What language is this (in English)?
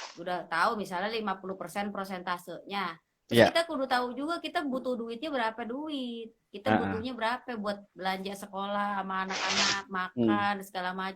Betawi